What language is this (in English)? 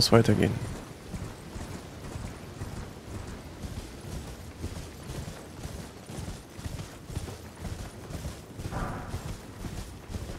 German